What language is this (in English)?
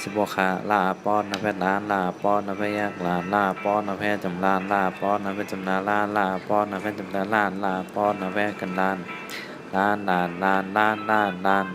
Shan